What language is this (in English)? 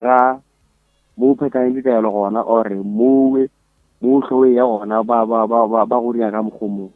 Northern Sotho